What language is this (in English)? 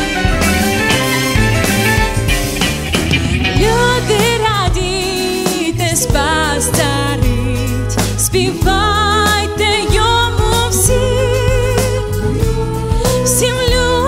Ukrainian